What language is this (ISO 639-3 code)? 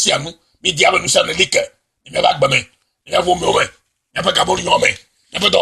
ewe